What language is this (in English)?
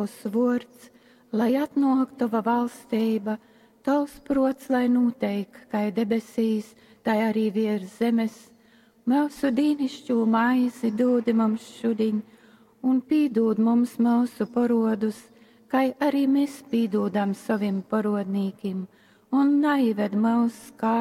Latgalian